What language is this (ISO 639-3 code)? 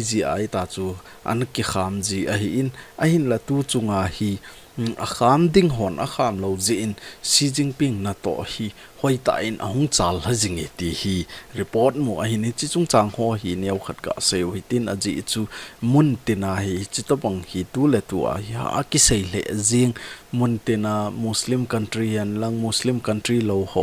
tcz